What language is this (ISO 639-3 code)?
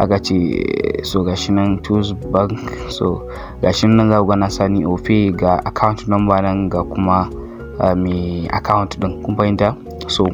hau